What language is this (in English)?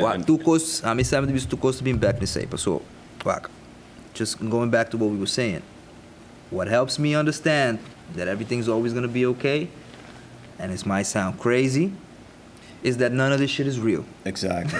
Papiamento